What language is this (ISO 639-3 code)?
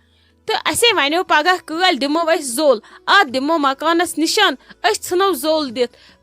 kas